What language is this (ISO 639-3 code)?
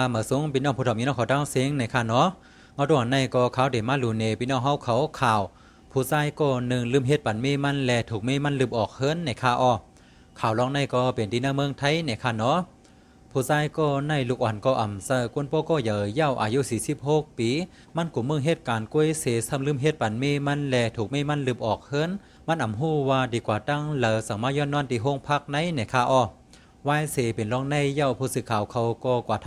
shn